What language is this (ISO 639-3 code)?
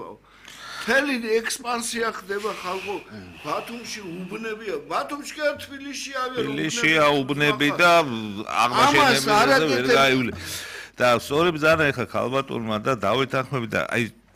kat